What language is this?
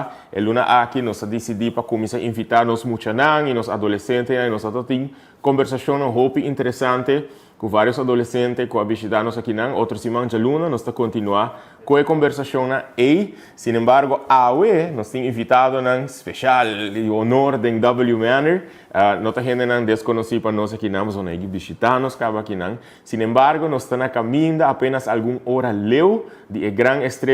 Papiamento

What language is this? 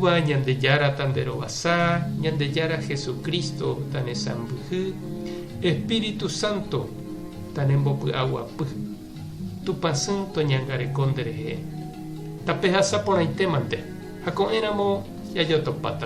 Guarani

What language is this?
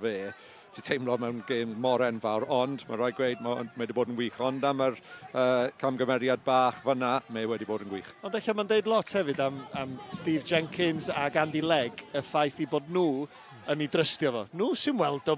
Welsh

